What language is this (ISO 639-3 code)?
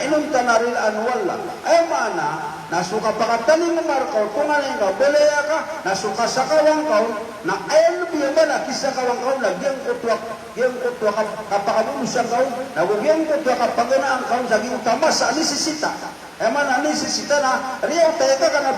mrw